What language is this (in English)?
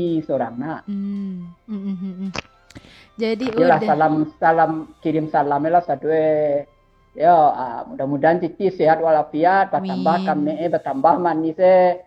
Minangkabau